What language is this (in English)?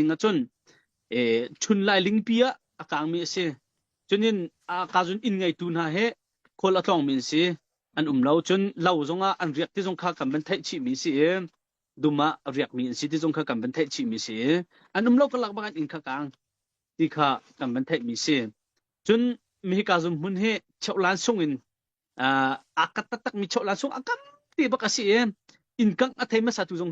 Hakha Chin